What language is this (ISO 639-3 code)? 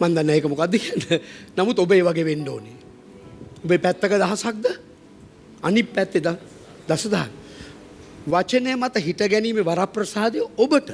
sin